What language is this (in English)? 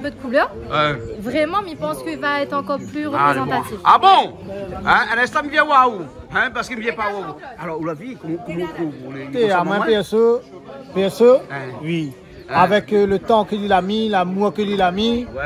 Réunion Creole French